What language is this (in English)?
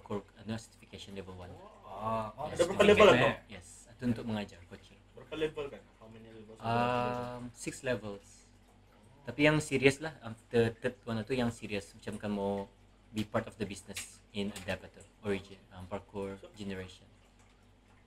Malay